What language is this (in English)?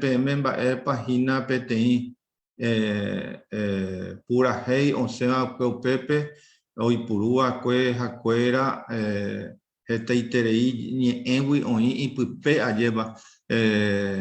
Guarani